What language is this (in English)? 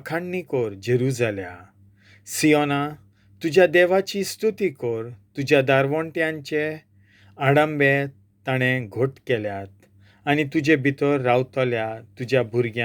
Konkani